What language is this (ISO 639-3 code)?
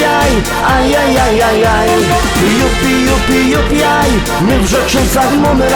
szl